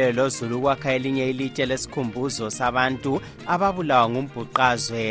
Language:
North Ndebele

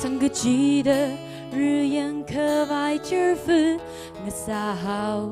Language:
Tangkhul Naga (India)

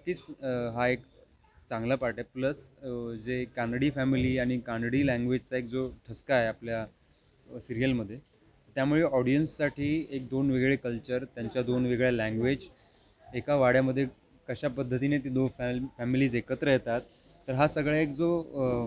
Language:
Marathi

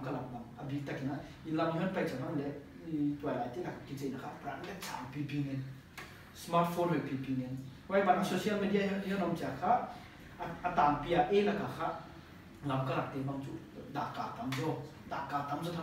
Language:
Paite Chin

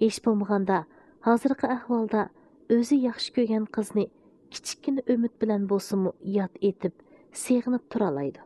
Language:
Uyghur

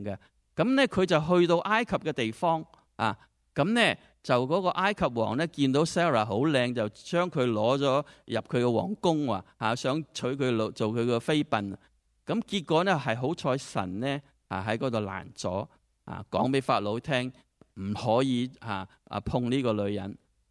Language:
Cantonese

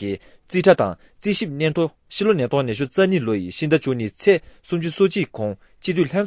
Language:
Tibetan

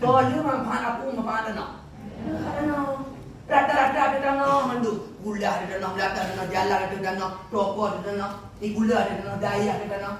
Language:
Achinese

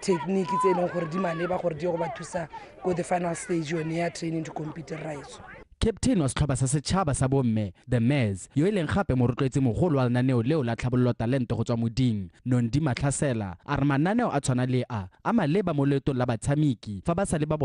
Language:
Tswana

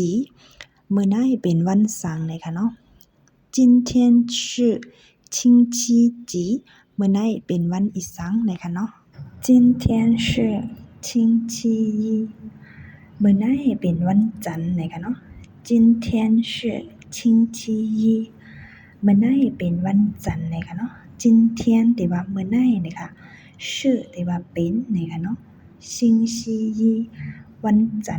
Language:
Shan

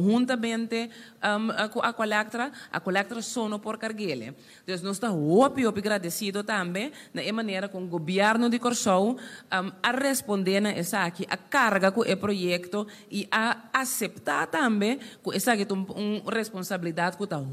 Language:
Papiamento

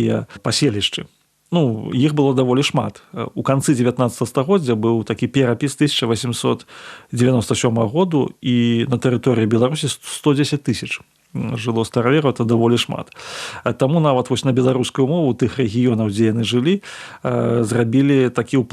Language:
Belarusian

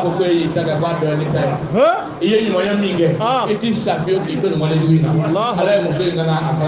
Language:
Bambara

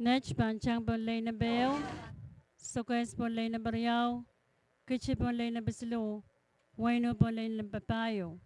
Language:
Pohnpeian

